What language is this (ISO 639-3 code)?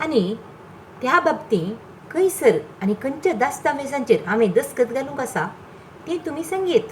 kok